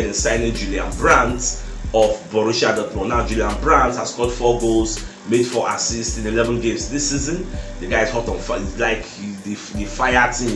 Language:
Nigerian Pidgin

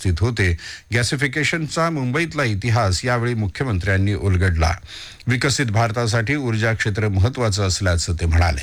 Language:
Marathi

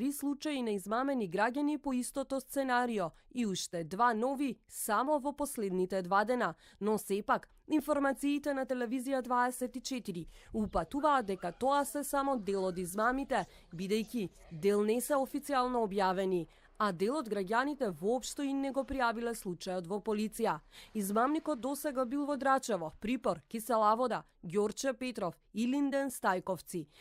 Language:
Macedonian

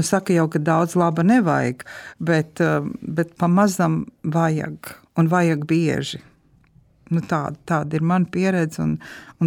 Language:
Latvian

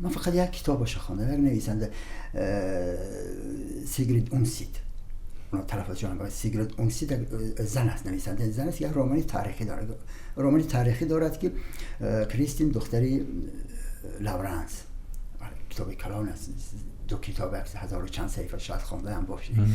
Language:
Tajik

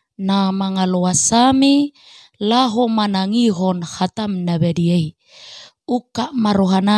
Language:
Batak Toba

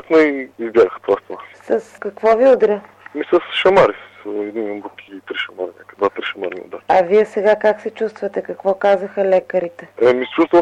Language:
Bulgarian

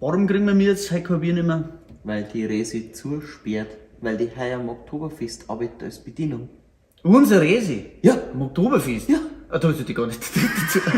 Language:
Bavarian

